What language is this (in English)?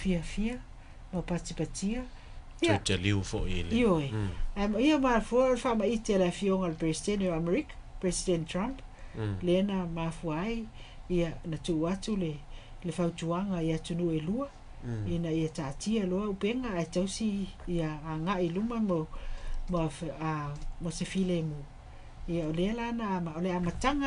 Samoan